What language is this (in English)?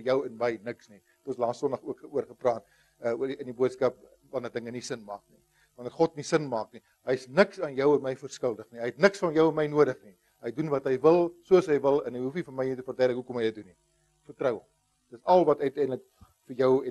Afrikaans